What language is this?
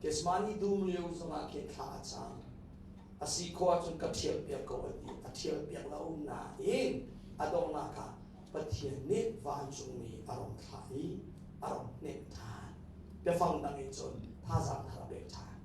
Hakha Chin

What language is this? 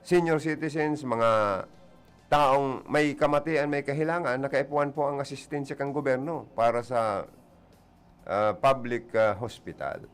Bikol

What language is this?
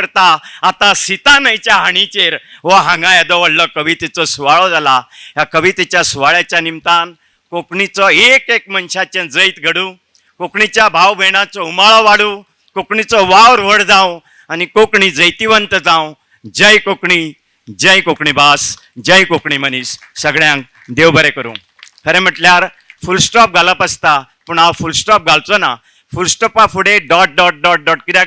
Konkani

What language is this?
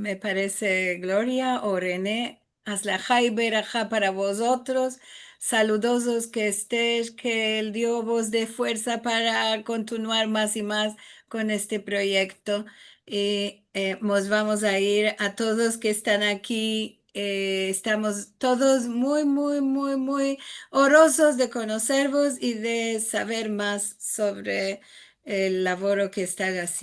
Ladino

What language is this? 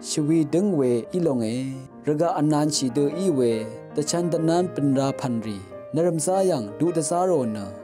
Rawang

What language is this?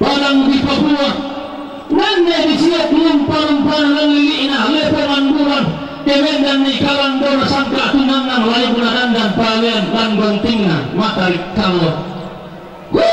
Toraja-Sa'dan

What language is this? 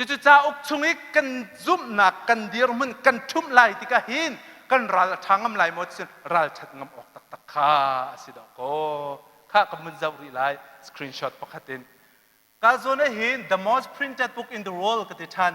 Hakha Chin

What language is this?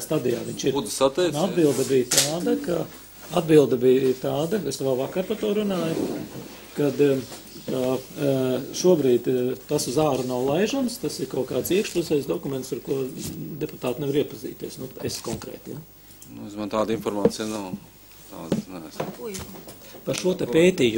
Latvian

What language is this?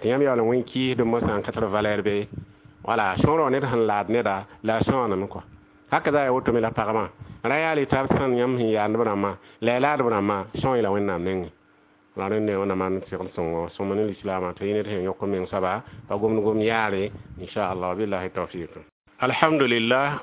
Mossi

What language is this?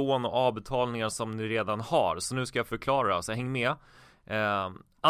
Swedish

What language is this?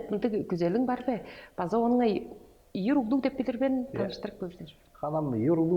Tuvinian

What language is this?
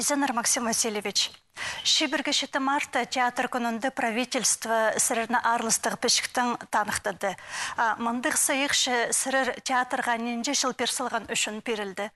Khakas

